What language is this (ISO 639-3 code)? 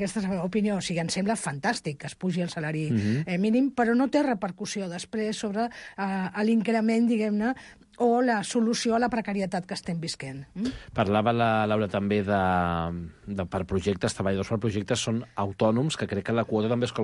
cat